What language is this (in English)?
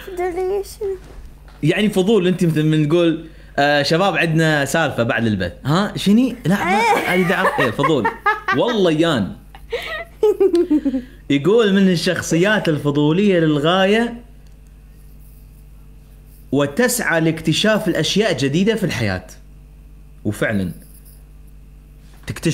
Mesopotamian Arabic